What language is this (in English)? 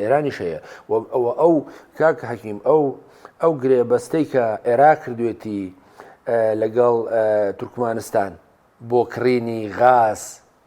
Central Kurdish